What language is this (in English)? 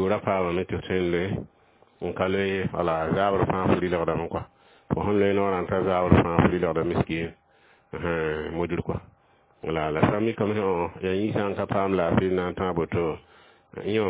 Mossi